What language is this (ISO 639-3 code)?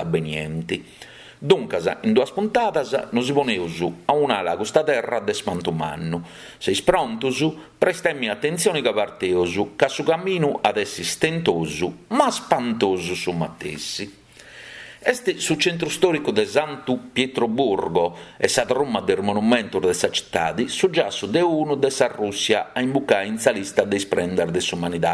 srd